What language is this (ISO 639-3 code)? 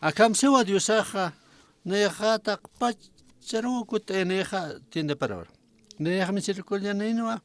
aym